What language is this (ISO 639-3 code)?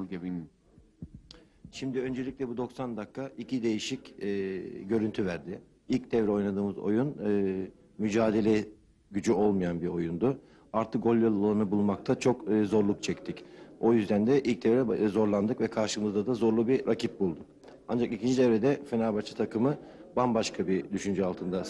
tur